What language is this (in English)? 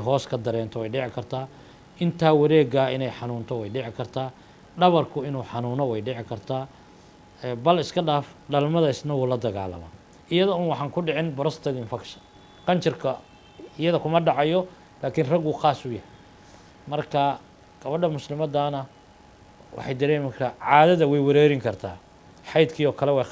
Somali